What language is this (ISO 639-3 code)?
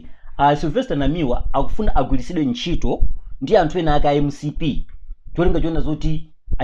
nya